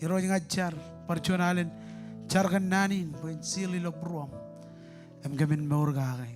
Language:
Marshallese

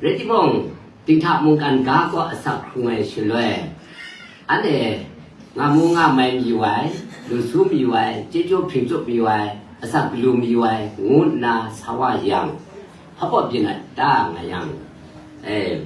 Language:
Kachin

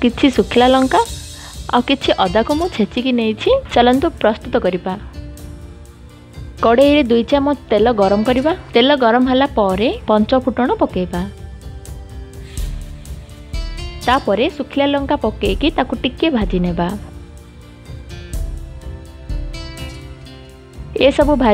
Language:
Odia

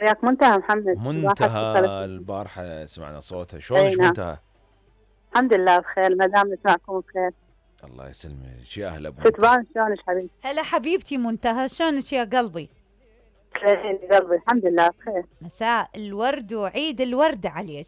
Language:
Mesopotamian Arabic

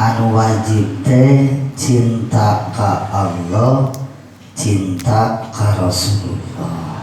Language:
Sundanese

